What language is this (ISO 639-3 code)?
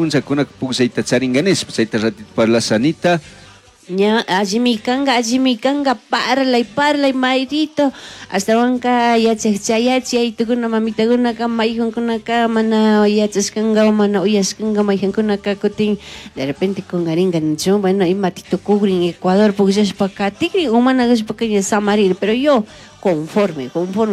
qug